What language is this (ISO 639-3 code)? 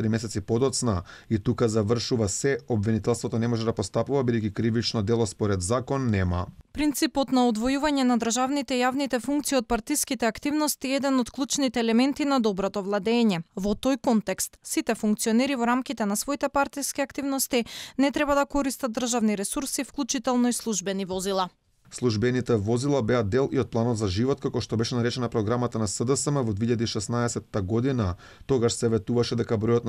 mkd